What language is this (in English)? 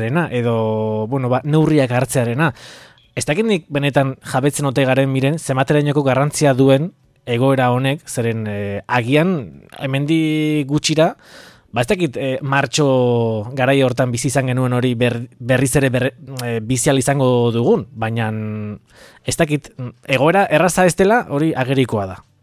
Basque